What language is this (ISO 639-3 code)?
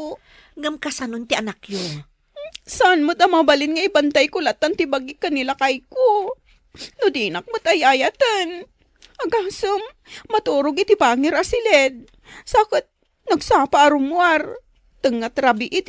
ilo